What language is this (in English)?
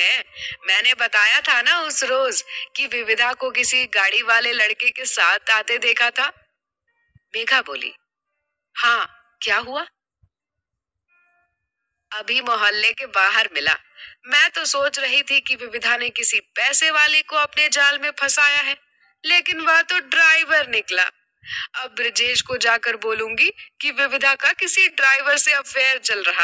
Hindi